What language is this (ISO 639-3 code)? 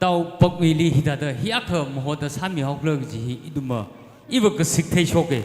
nmf